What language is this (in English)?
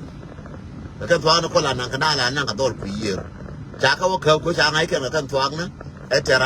Nuer